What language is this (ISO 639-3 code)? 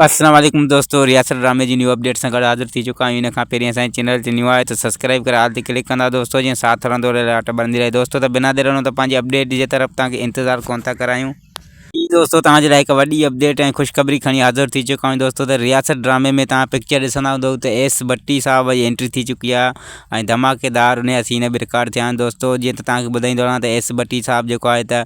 snd